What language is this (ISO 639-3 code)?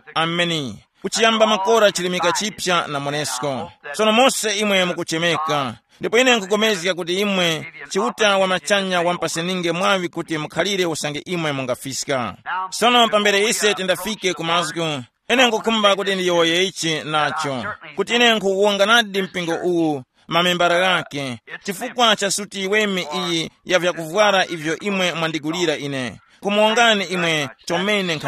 tum